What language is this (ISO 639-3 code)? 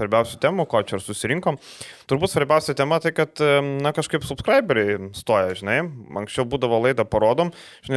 lit